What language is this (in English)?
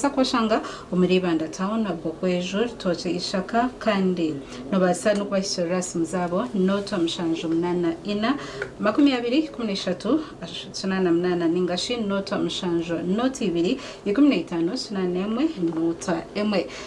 Nyankole